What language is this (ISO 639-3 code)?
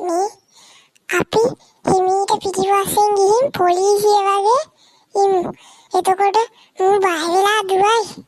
sin